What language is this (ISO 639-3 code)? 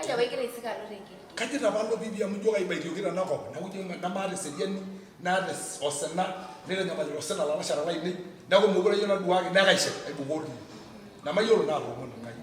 mas